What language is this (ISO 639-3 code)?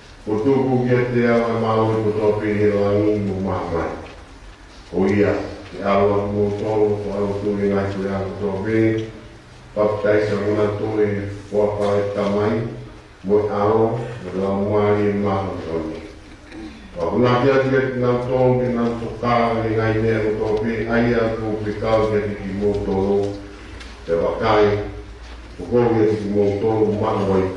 ton